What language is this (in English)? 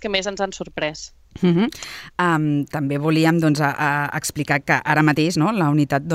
Catalan